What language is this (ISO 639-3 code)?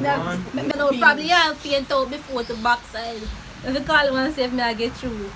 jam